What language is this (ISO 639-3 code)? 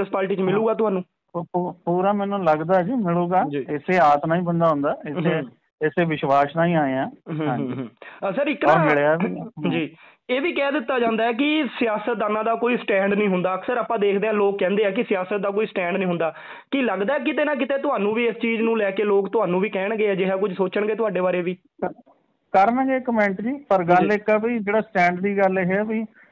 pan